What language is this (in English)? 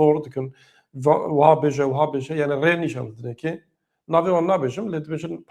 Kurdish